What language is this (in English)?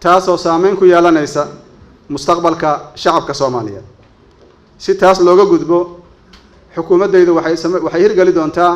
Somali